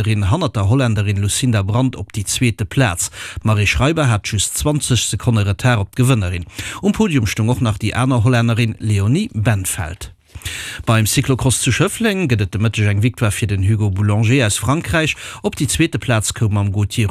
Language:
Luxembourgish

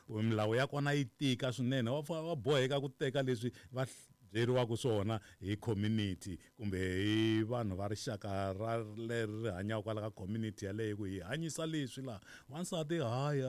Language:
Tsonga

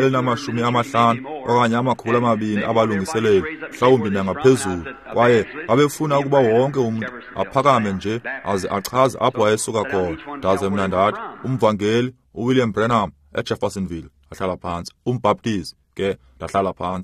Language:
Xhosa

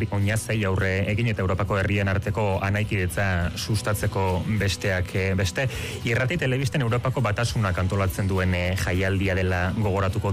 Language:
Basque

